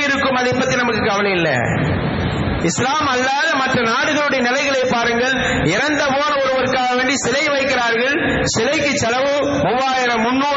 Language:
Tamil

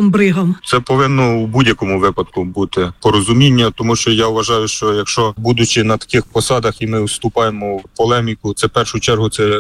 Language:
Ukrainian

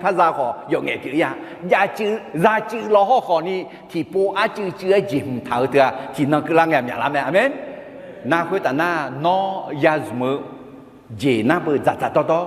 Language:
Akha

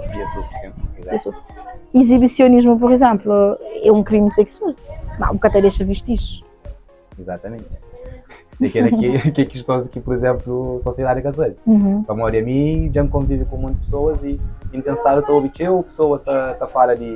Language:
Kabuverdianu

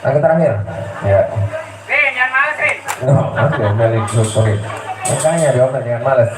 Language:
Betawi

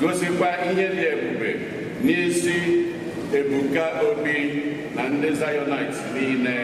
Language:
Igbo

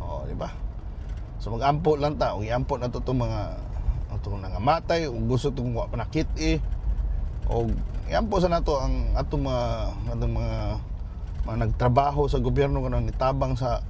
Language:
Cebuano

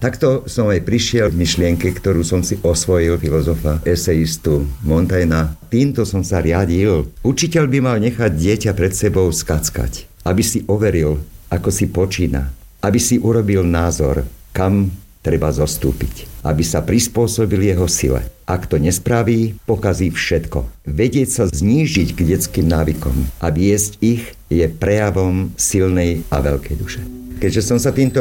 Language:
Slovak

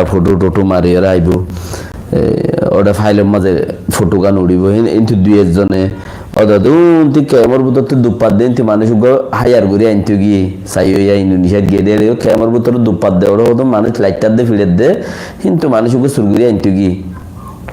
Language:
Rohingya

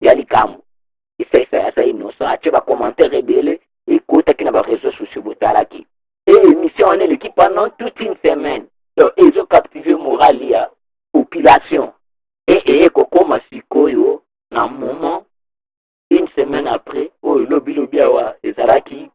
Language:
Lingala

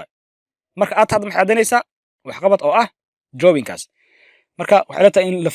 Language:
Somali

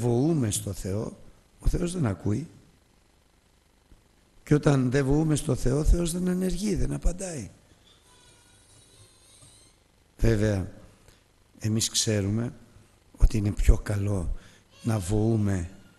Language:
Greek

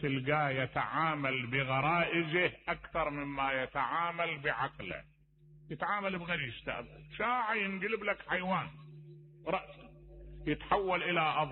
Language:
Mesopotamian Arabic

